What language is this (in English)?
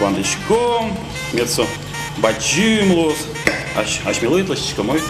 Udmurt